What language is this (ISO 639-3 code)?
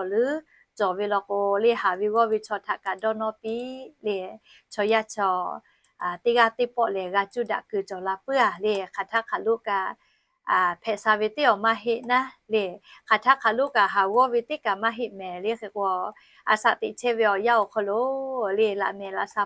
lhu